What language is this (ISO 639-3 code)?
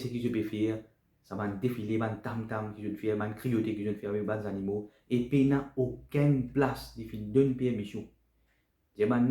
mfe